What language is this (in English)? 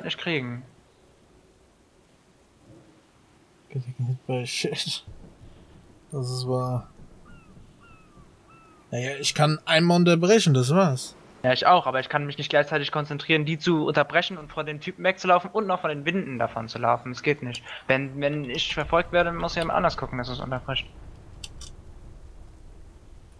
German